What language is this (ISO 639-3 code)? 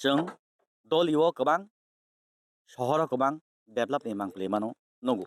trp